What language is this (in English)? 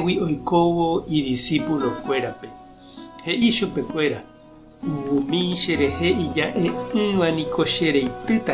Guarani